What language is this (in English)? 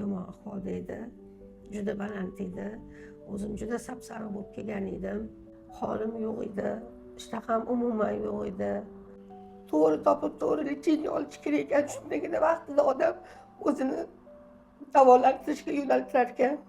Uzbek